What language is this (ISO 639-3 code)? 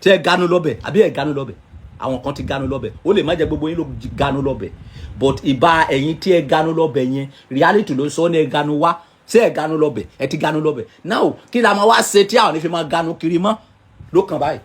yor